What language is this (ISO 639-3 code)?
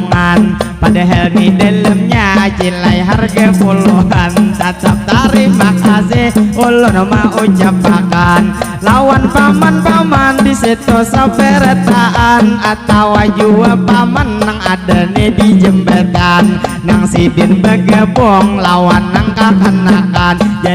bjn